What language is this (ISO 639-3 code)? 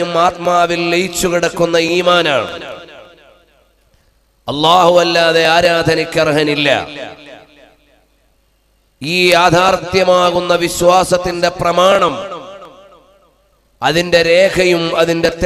mal